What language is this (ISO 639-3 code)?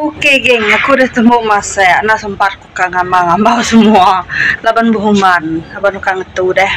iba